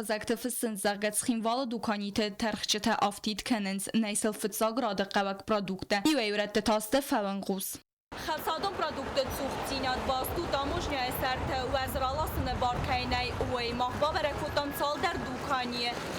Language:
Ossetic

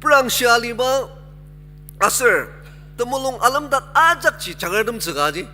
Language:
Ao Naga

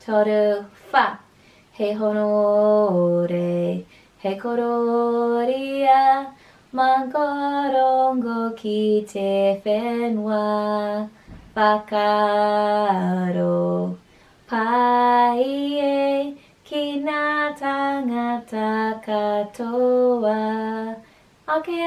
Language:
Māori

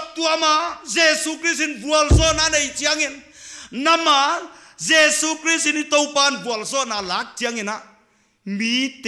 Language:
Paite Chin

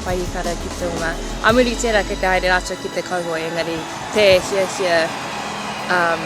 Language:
Māori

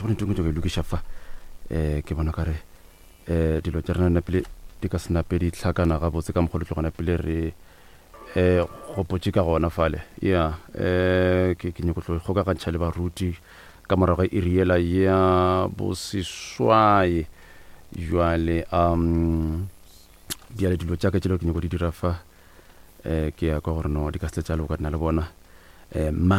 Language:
Northern Sotho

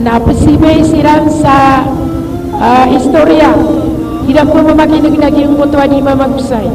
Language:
Maranao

